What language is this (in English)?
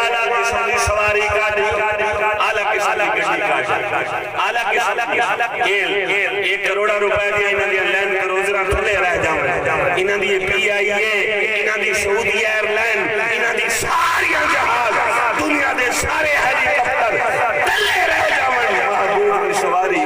Saraiki